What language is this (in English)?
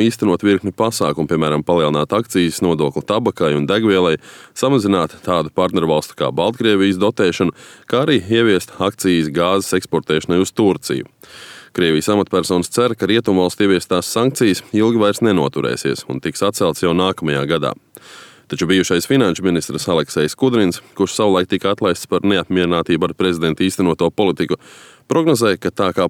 Latvian